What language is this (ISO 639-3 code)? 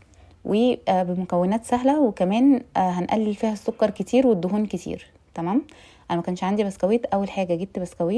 arz